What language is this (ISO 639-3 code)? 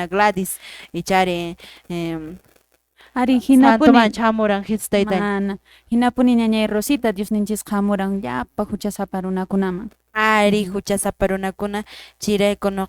que